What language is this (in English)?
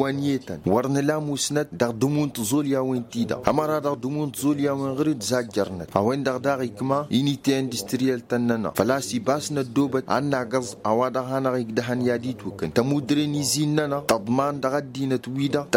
Tamasheq